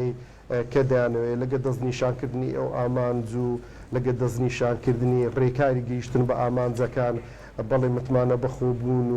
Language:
Central Kurdish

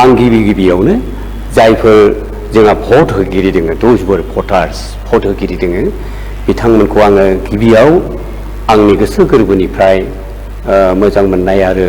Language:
Bodo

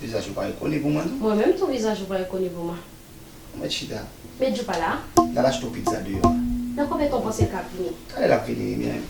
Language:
Haitian Creole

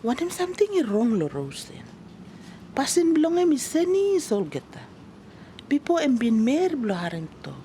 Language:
Tok Pisin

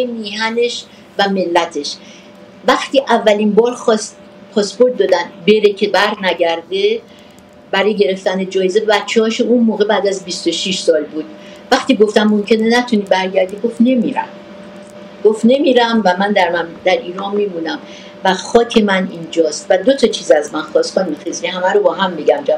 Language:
Persian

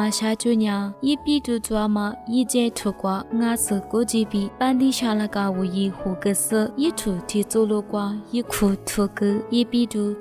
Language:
Lisu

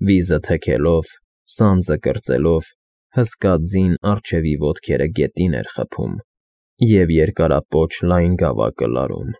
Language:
Armenian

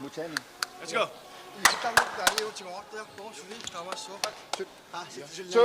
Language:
Kalaallisut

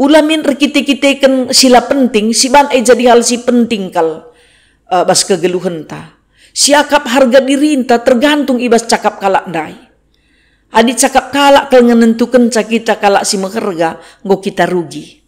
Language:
Batak Karo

